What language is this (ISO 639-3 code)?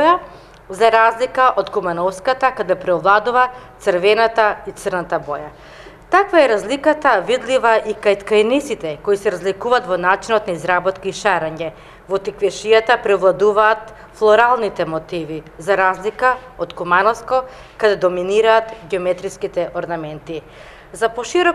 mkd